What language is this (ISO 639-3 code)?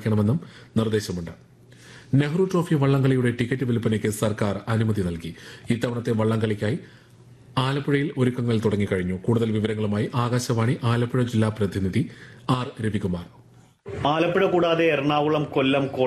mal